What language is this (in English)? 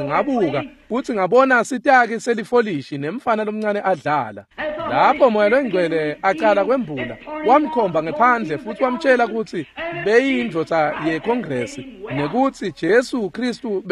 Swati